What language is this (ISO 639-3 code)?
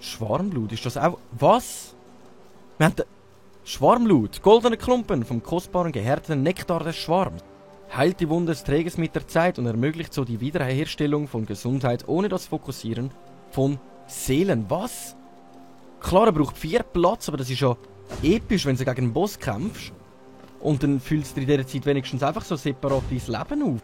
gsw